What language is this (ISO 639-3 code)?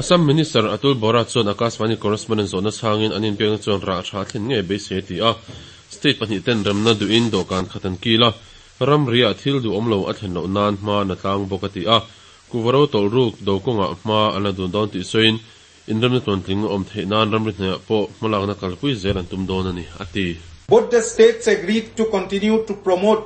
lus